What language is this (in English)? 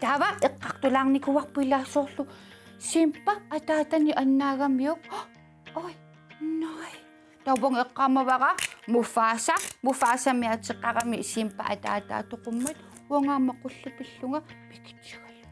Kalaallisut